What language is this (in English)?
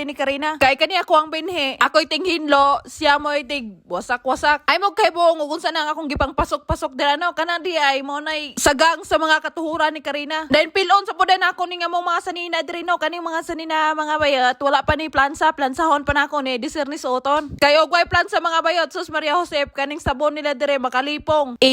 Cebuano